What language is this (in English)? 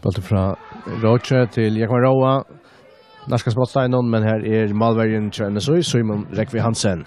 Faroese